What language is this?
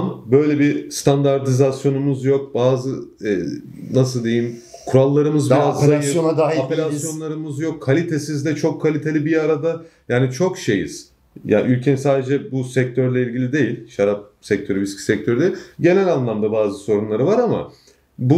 Turkish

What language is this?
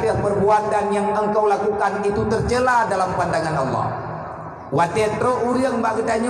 Achinese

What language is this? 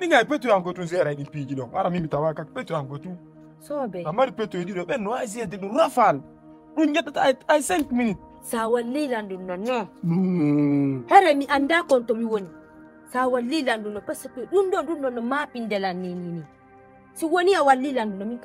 Fula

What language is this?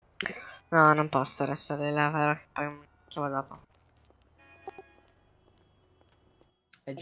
Italian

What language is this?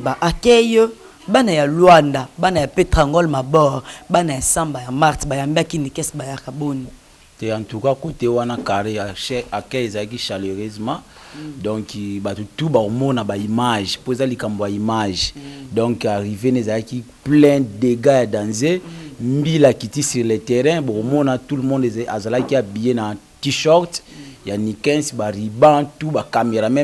Lingala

